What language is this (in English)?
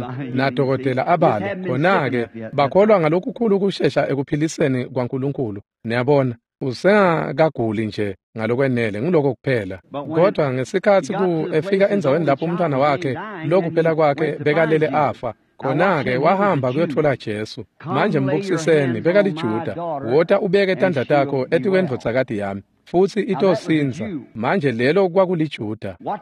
Swati